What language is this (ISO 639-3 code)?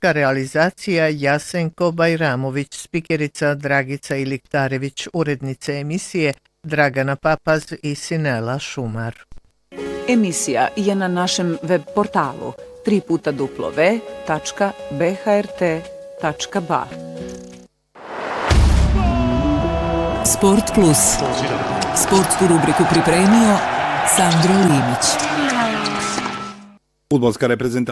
bos